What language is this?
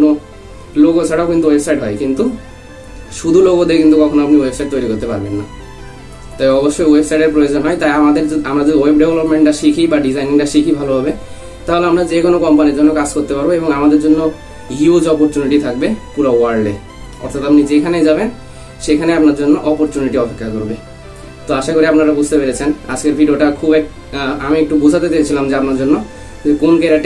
Bangla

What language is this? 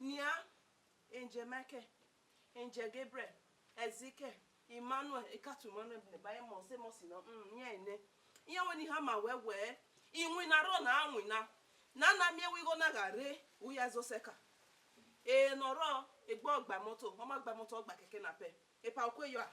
Bini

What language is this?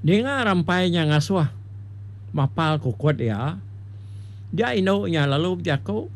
Iban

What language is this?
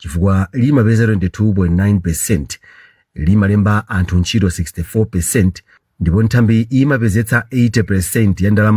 Nyanja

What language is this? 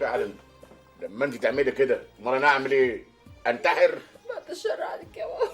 Egyptian Arabic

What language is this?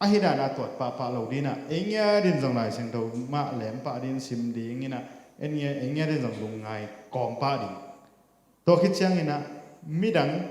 Tedim Chin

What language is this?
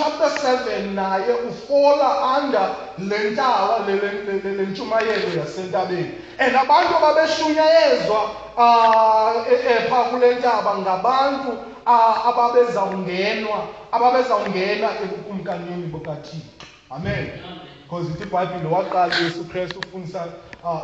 Xhosa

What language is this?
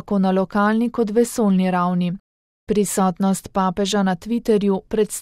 Slovenian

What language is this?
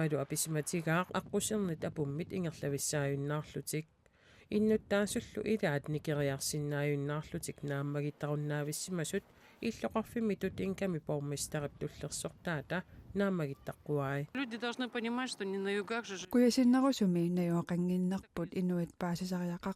Kalaallisut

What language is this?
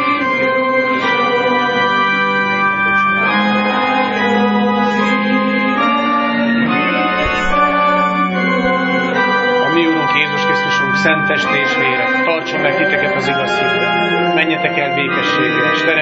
Hungarian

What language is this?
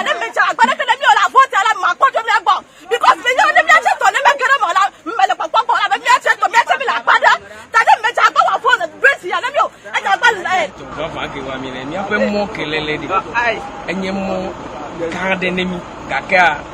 Ewe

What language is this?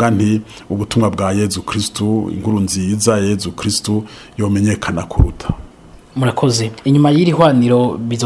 Rundi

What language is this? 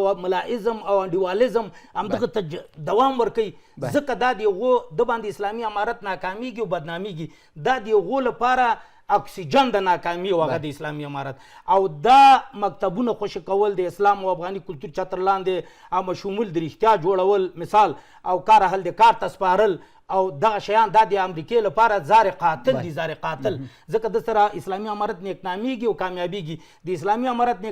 Pashto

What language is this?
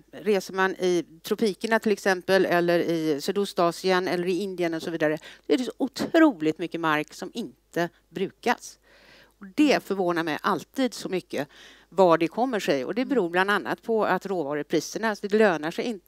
Swedish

